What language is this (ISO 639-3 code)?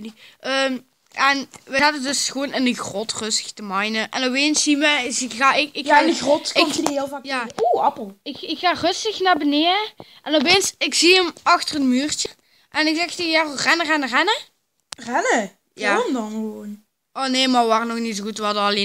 nld